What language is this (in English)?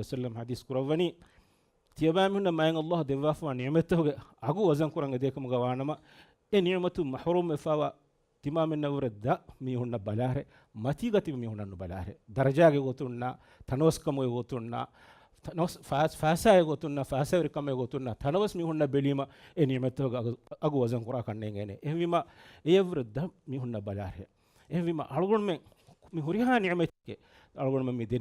Divehi